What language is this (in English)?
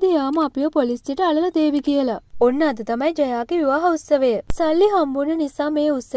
Sinhala